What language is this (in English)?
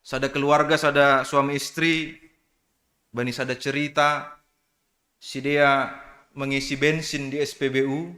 Batak Simalungun